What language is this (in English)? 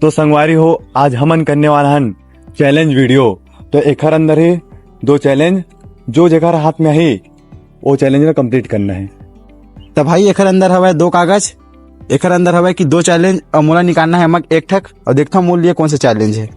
Chhattisgarhi